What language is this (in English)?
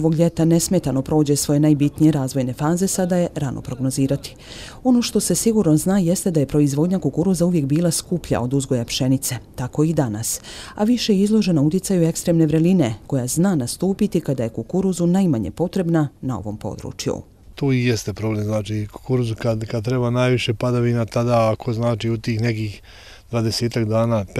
Bosnian